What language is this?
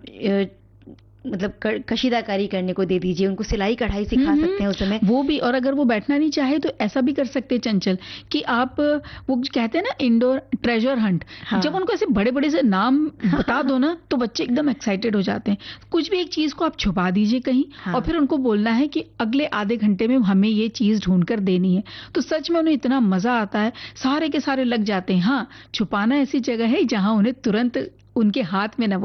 Hindi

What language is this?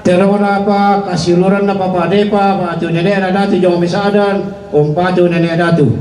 Toraja-Sa'dan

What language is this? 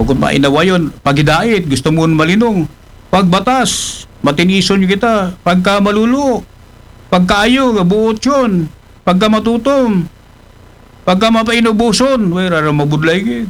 Aklanon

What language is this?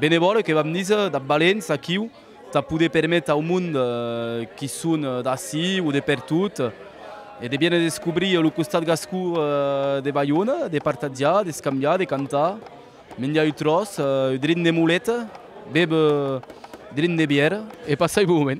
Occitan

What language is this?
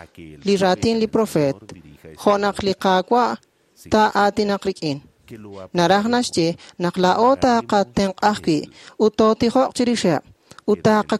Kekchí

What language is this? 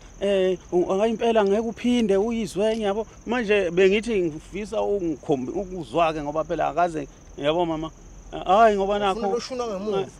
Zulu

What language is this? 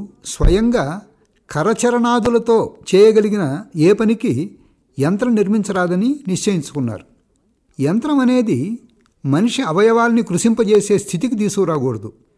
Telugu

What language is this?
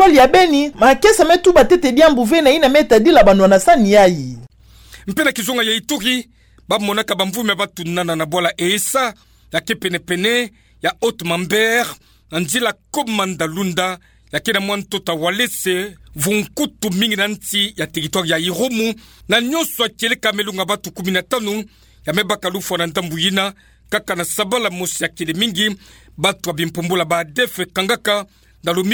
Kituba (Democratic Republic of Congo)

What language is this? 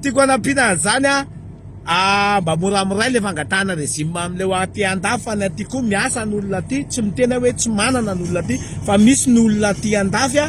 Malagasy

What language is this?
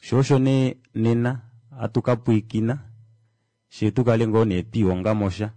Kuanyama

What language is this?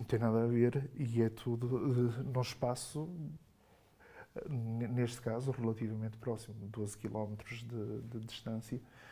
Portuguese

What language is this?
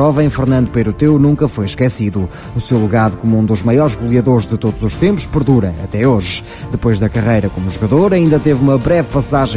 Portuguese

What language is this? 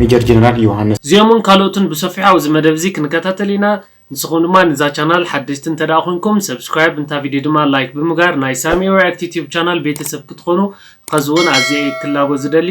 Tigrinya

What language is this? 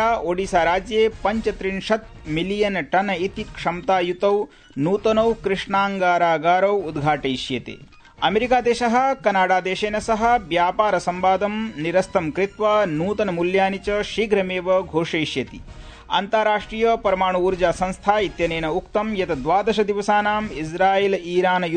Sanskrit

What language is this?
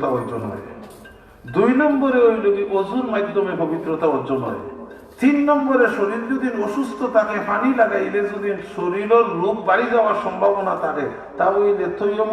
Sylheti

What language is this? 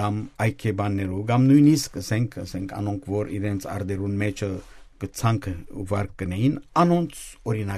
Western Armenian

